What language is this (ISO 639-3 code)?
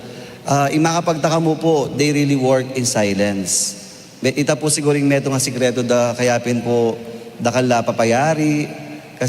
pam